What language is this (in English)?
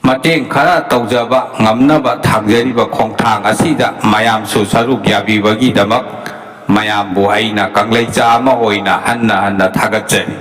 Manipuri